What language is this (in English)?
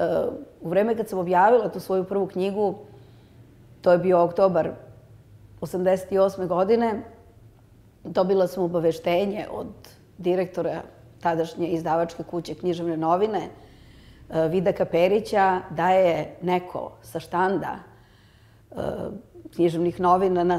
Serbian